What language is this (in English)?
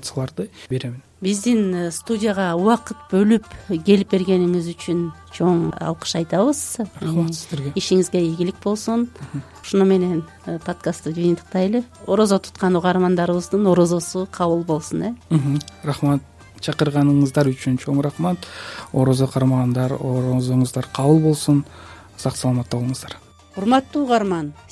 Kyrgyz